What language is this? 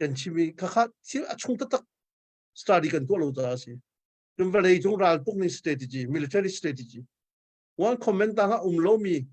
Hakha Chin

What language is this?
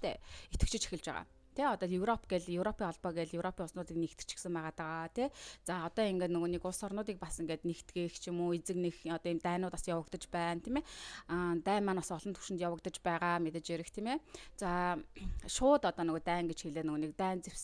Mongolian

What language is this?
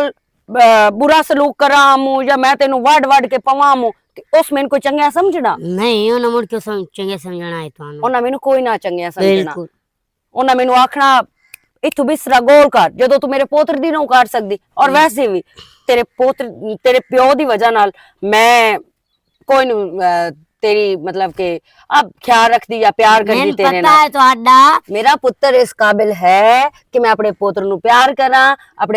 Western Panjabi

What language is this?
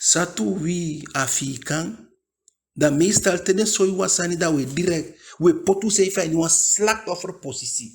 Eastern Maroon Creole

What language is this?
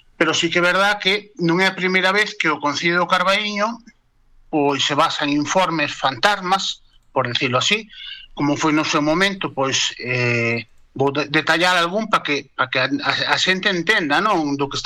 Galician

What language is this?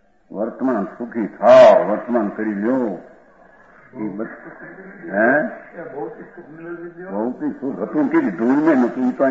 Gujarati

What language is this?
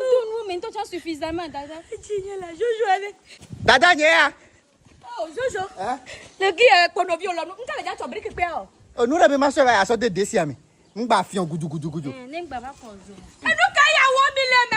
Ewe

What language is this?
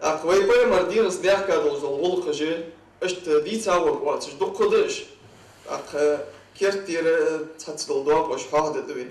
Ingush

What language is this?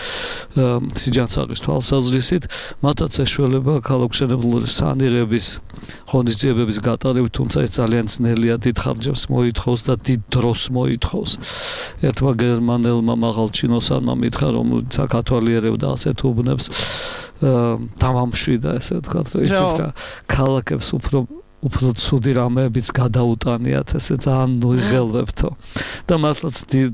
Georgian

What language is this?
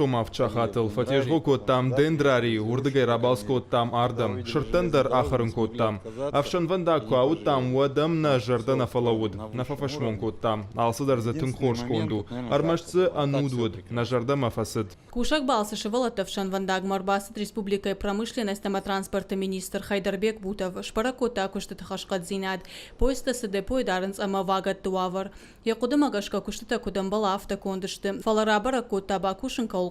Ossetic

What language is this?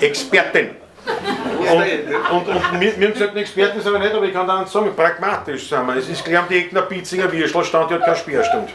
Bavarian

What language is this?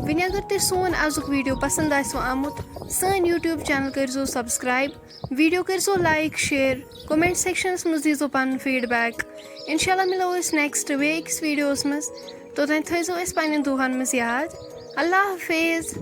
Kashmiri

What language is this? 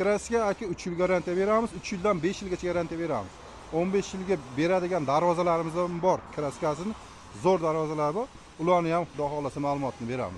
Uzbek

